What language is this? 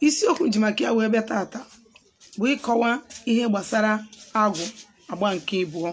Igbo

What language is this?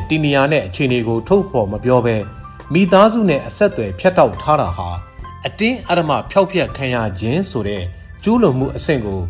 Burmese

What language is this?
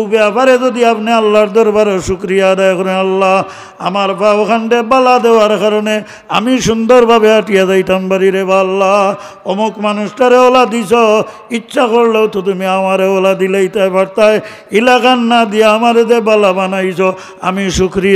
Sylheti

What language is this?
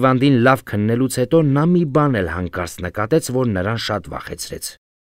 Armenian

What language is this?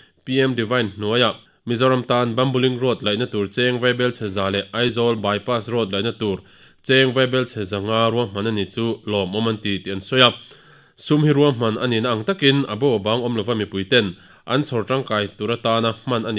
Mizo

